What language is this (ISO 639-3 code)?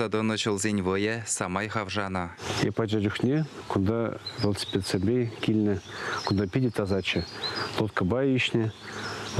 chv